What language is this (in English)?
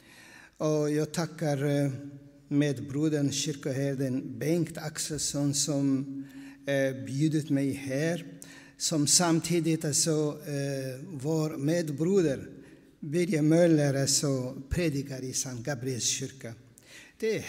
Swedish